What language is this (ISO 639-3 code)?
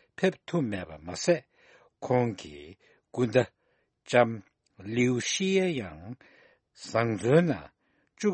bod